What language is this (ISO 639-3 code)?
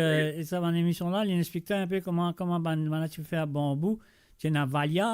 mfe